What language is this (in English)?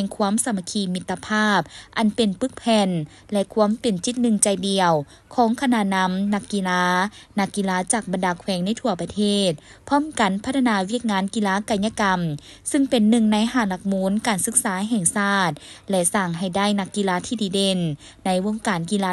Lao